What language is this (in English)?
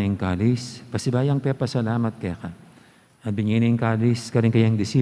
Pampanga